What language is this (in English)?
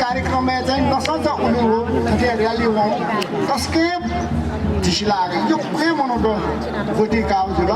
Newari